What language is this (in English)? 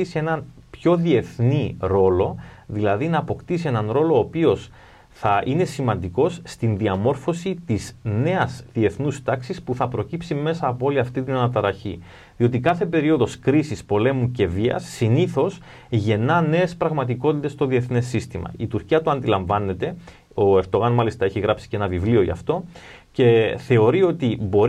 Greek